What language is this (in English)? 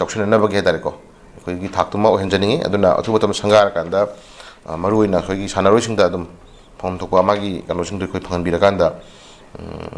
Manipuri